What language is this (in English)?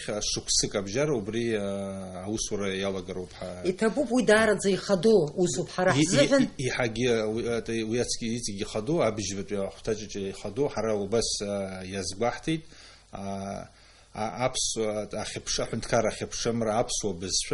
Abkhazian